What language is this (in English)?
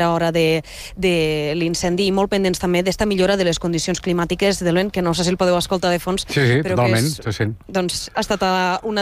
Catalan